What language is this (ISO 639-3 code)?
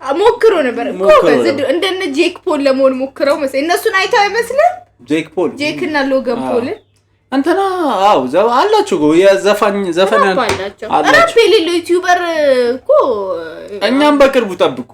amh